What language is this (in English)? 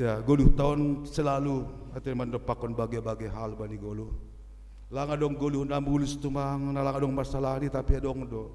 Batak Simalungun